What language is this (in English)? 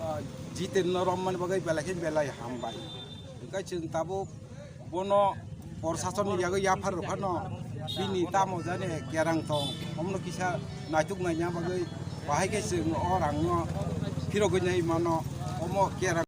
Kok Borok